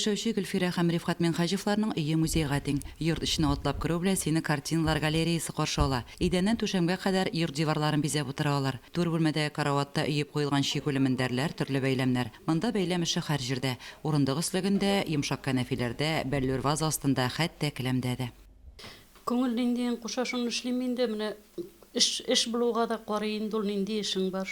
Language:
Tatar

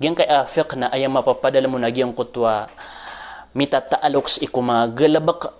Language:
Maranao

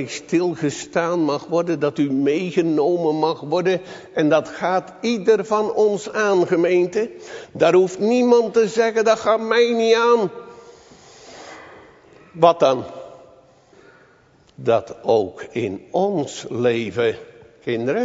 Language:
Dutch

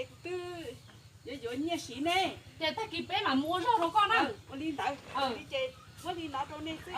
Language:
Hmong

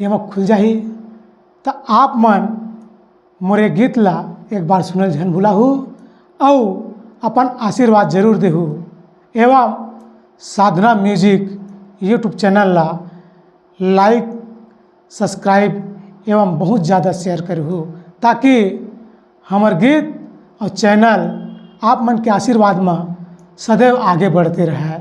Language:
Chhattisgarhi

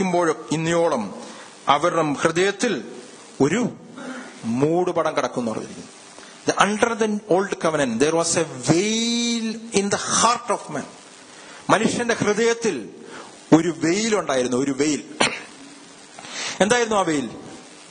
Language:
Malayalam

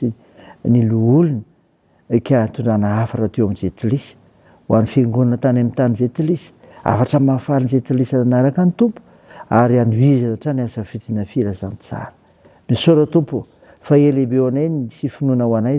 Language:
Malagasy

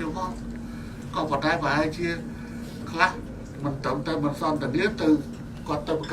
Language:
Khmer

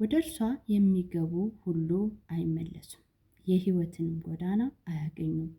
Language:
Amharic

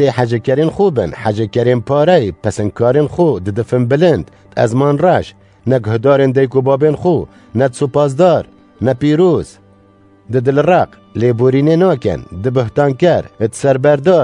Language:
Kurdish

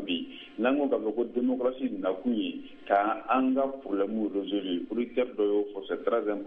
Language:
Bambara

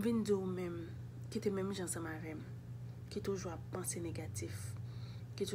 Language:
Haitian Creole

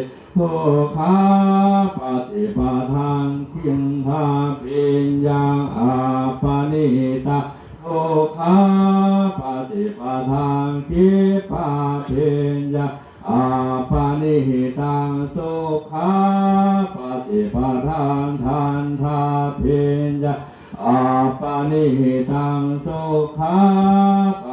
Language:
Pali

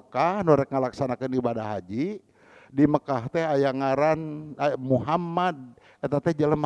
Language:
Sundanese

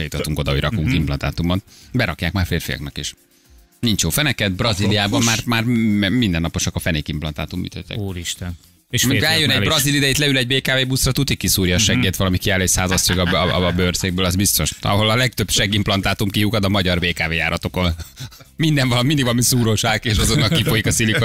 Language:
Hungarian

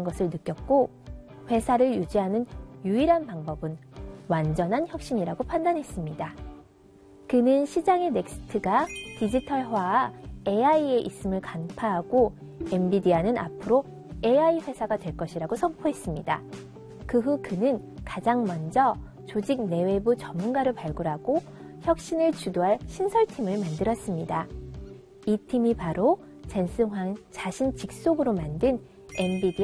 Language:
Korean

